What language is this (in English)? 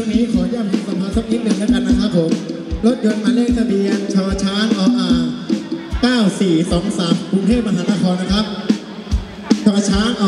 Thai